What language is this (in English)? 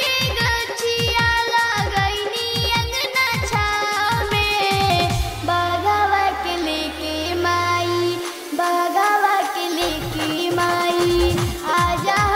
Bhojpuri